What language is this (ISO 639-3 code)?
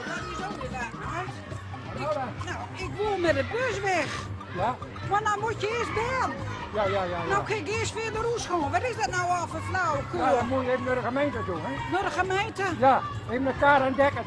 gos